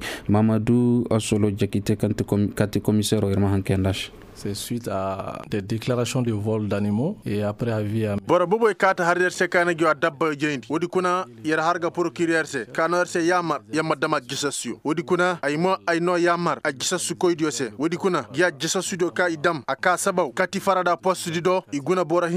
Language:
Koyraboro Senni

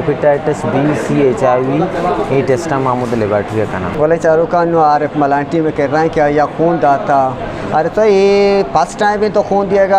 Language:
Eastern Balochi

